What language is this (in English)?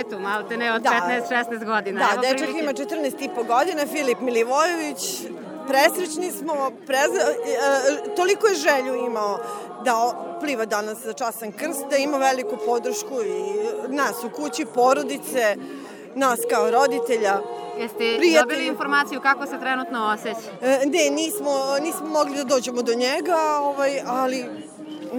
Serbian